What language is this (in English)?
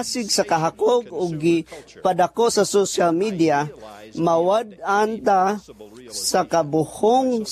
Cebuano